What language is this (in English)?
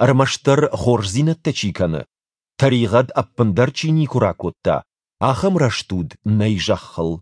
Ossetic